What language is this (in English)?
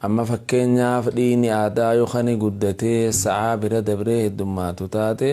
Oromo